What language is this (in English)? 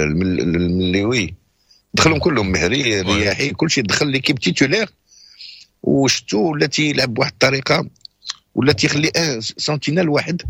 Moroccan Arabic